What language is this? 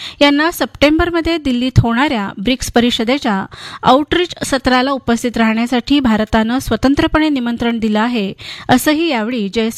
Marathi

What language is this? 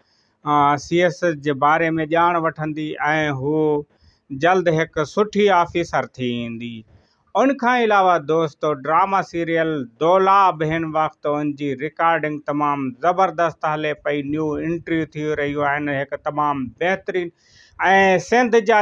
Sindhi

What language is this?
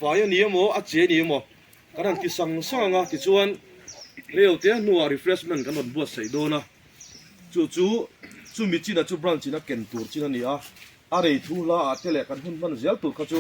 Mizo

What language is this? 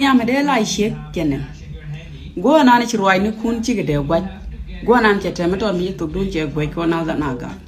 Nuer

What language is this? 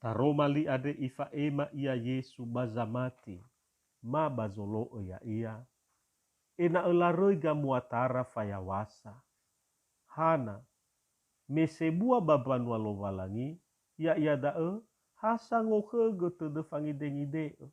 Nias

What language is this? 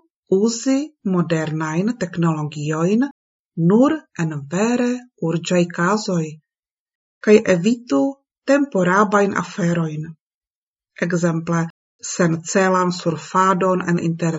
Esperanto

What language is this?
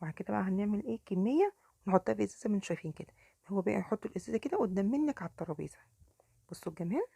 Egyptian Arabic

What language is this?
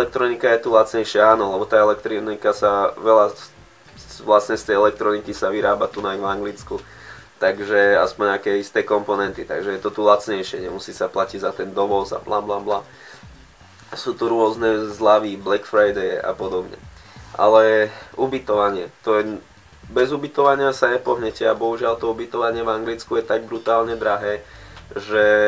Slovak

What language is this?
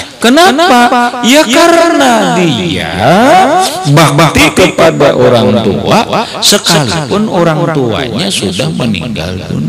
Indonesian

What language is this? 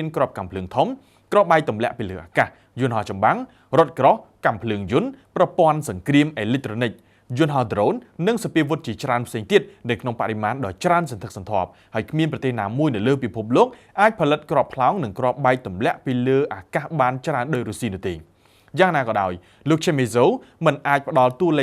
Khmer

